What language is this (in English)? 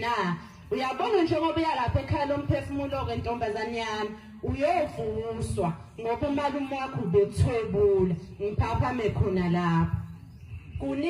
Zulu